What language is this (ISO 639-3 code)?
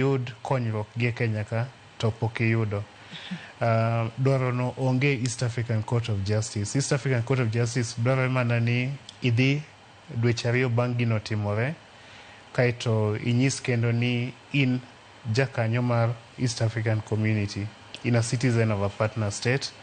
luo